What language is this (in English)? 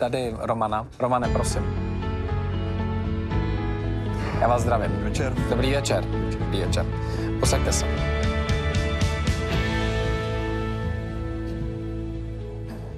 Czech